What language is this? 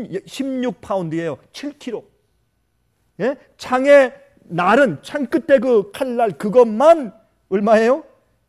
Korean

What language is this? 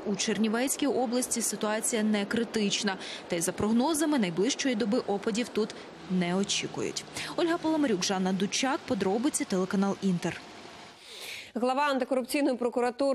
Ukrainian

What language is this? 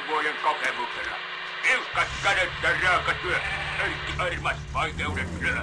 Finnish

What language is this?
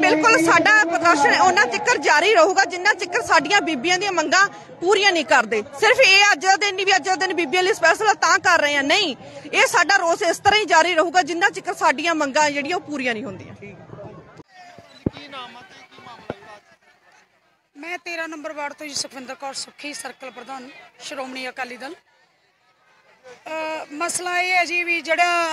Punjabi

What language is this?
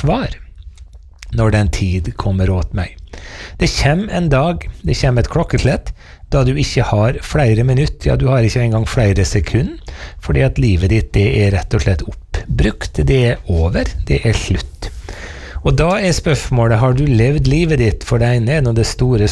Norwegian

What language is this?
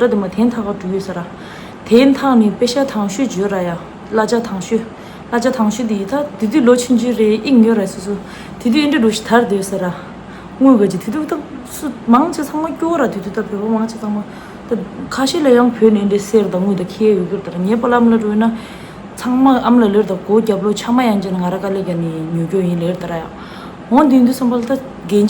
Tibetan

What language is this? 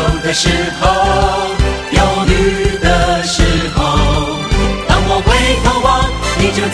Chinese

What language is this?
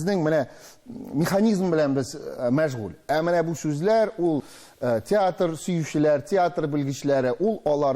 Tatar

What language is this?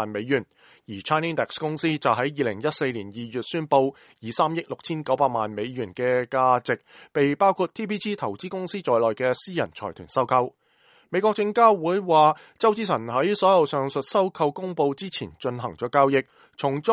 Cantonese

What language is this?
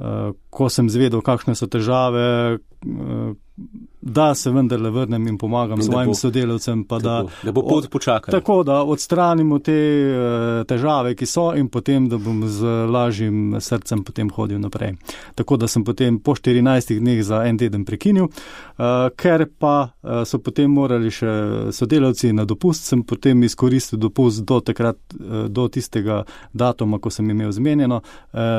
Slovenian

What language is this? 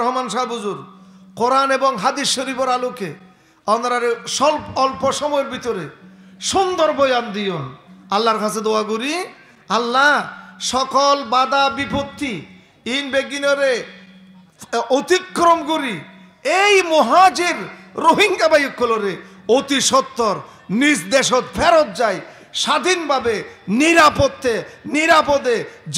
Rohingya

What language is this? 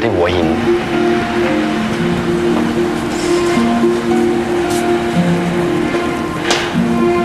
Thai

